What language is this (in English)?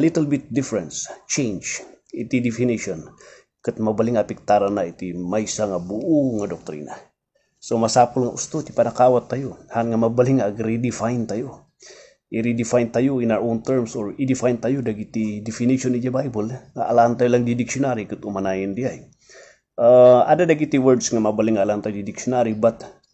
Iloko